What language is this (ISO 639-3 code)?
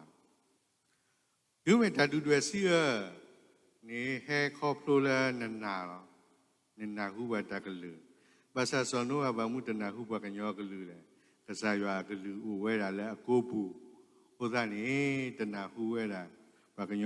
ksw